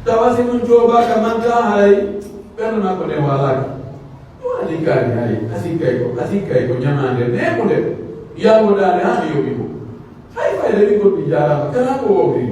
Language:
Pular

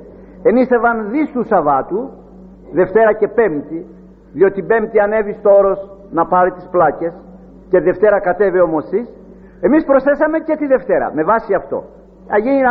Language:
Greek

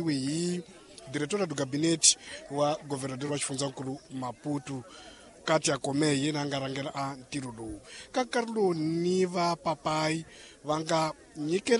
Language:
Tsonga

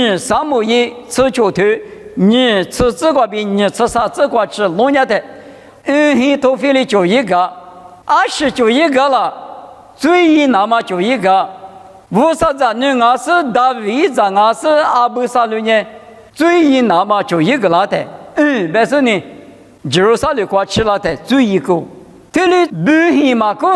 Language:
Lisu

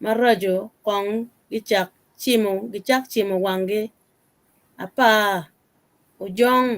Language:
Acoli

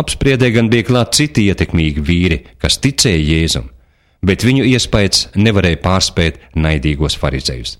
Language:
Latvian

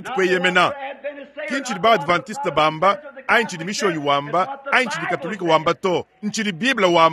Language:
Luba-Lulua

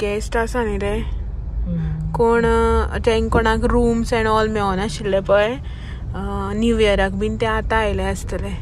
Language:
Konkani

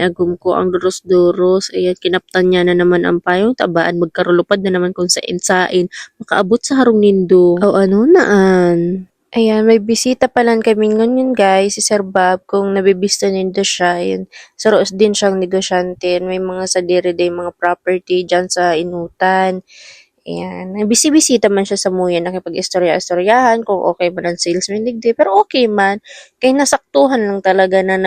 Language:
Bikol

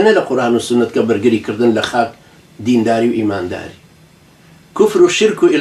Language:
Central Kurdish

